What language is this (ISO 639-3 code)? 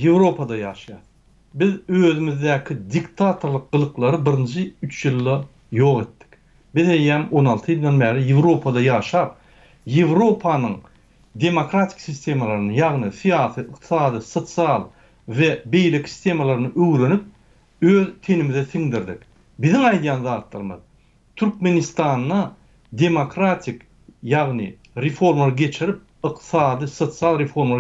tuk